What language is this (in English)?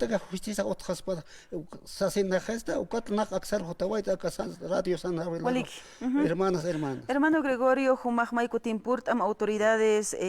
Aymara